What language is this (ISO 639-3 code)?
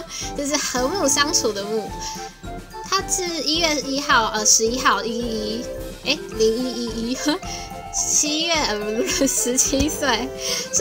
zho